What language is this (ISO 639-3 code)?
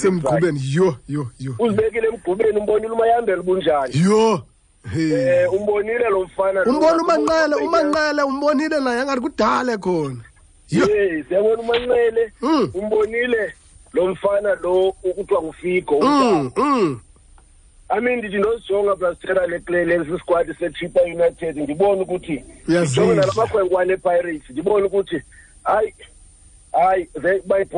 xho